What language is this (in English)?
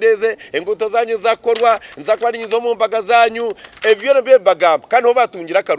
Nyankole